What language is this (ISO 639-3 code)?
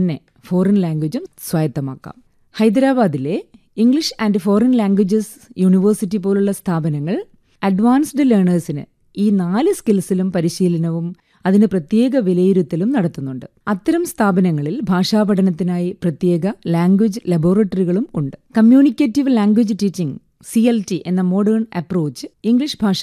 mal